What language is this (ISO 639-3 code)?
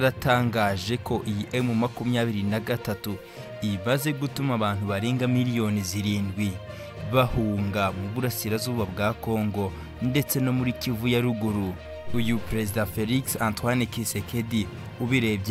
kin